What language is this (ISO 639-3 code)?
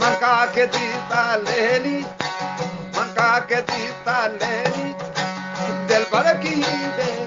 bgp